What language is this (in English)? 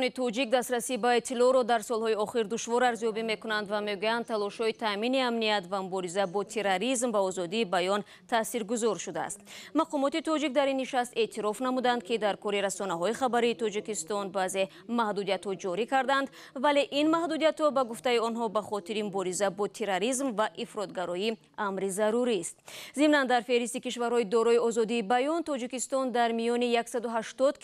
Tajik